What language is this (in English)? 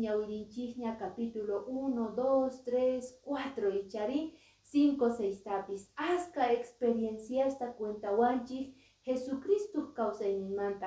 Quechua